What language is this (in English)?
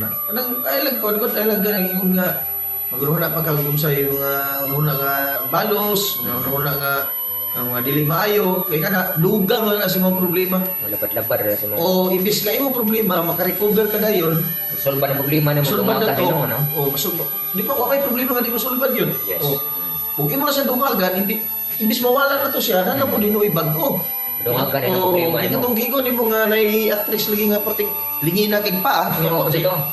Cebuano